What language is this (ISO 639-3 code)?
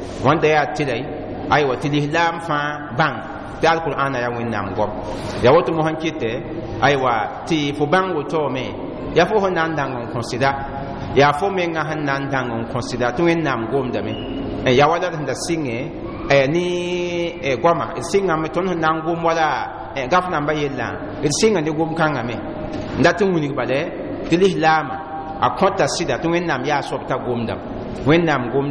mos